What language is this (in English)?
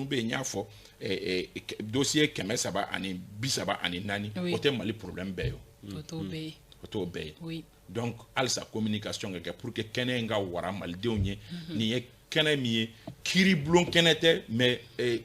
Bambara